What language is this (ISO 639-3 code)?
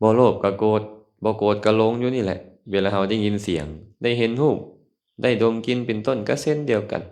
lao